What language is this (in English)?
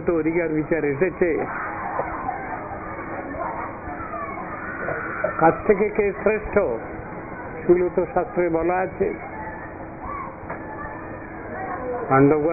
Bangla